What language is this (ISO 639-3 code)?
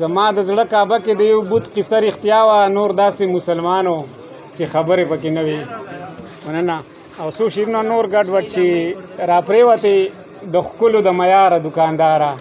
pus